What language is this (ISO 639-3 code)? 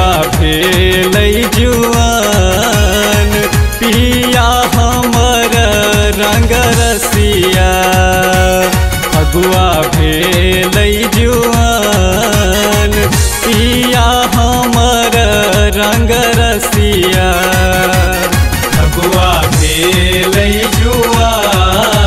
mai